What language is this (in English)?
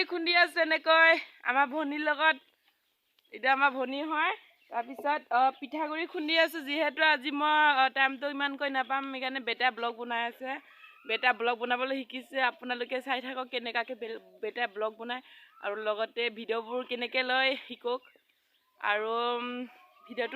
Assamese